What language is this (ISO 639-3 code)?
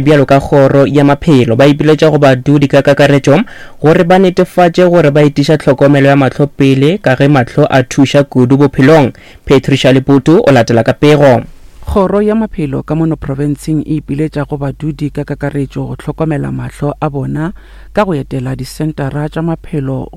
nso